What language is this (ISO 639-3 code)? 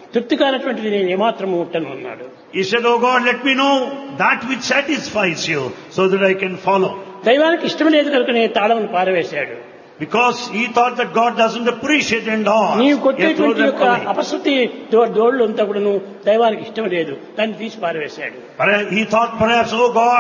tel